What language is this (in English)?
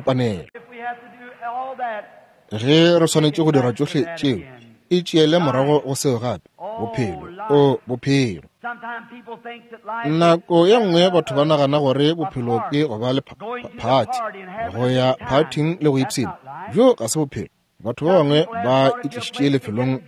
Northern Sotho